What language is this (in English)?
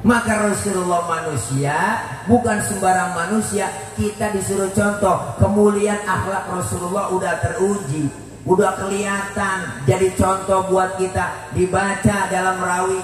Betawi